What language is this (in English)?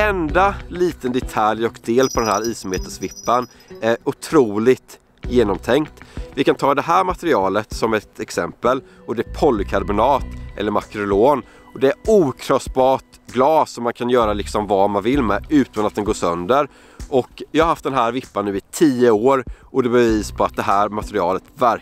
Swedish